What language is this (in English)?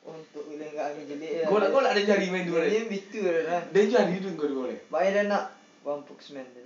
Minangkabau